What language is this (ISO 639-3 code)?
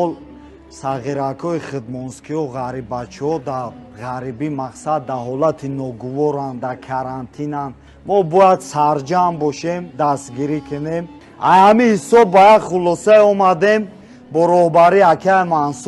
tgk